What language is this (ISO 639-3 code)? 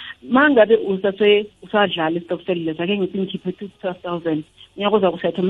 nbl